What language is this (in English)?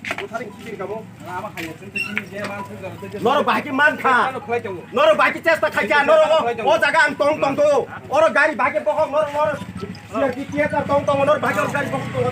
Kok Borok